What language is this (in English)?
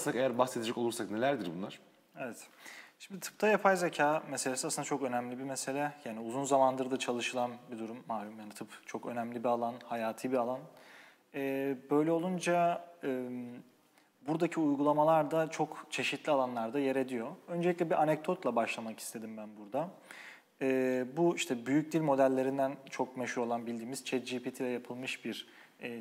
Turkish